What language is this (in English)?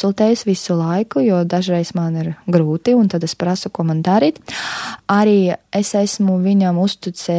Latvian